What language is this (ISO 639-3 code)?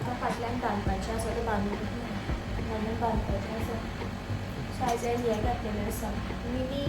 kok